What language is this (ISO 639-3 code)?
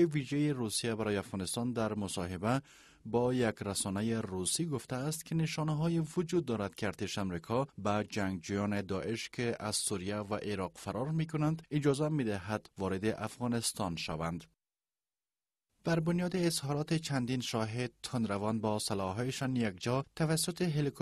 fas